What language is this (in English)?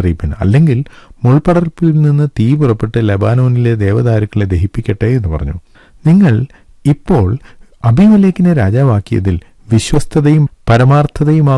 Malayalam